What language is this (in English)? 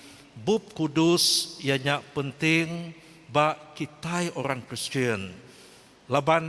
Iban